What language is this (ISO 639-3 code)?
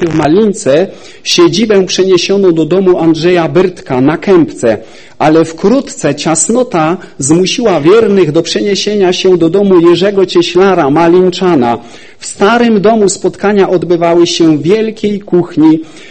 pol